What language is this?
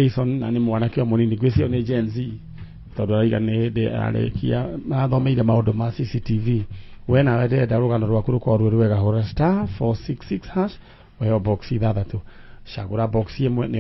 Kikuyu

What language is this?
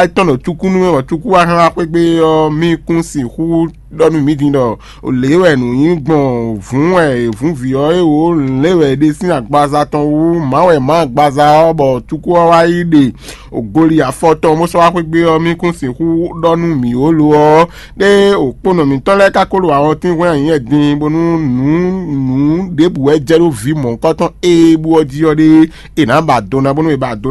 Fon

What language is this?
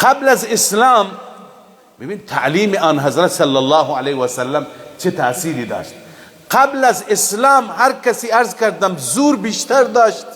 Persian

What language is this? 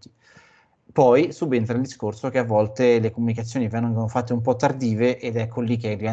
Italian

